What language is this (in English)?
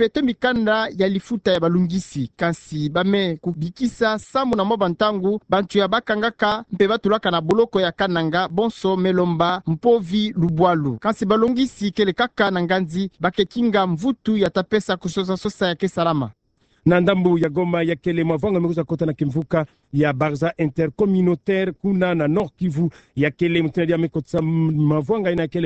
Kituba (Democratic Republic of Congo)